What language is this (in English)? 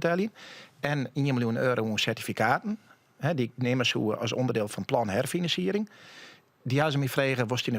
Western Frisian